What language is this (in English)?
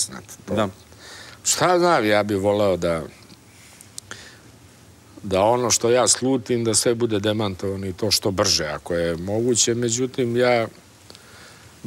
Serbian